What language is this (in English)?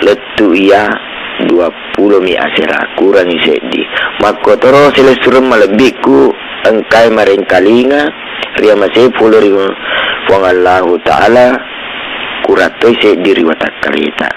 Buginese